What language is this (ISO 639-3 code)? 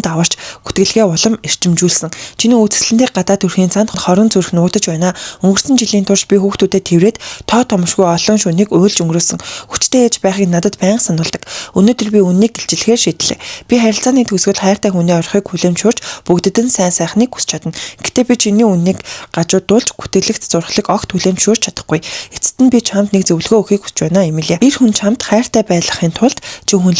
mon